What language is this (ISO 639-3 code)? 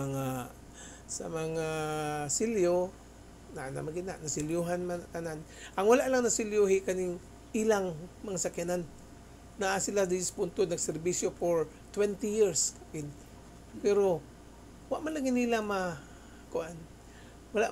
ceb